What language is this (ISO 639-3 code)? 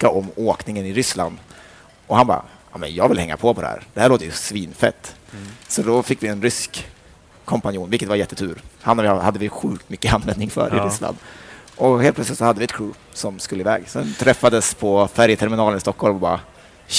swe